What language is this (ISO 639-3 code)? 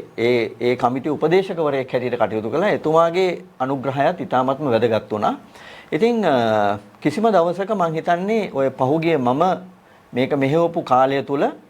sin